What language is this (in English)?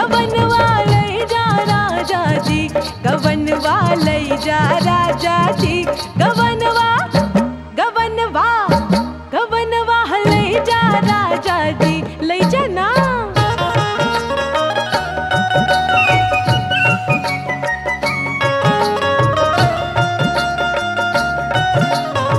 Bhojpuri